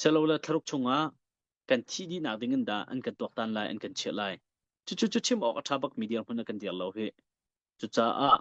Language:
Hakha Chin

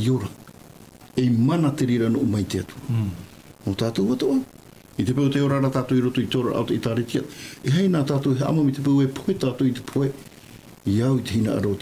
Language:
Tahitian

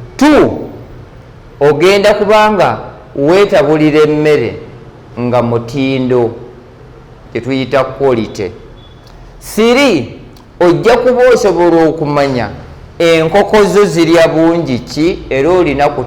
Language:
Ganda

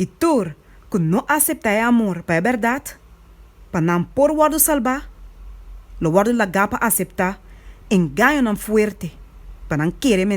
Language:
Papiamento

